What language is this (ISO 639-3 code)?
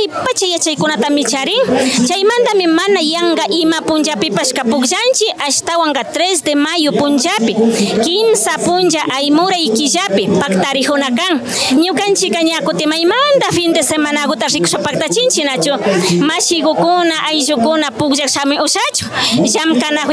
qvi